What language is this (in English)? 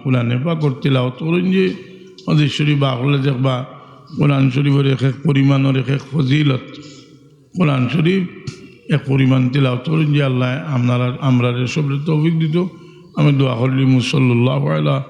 Sylheti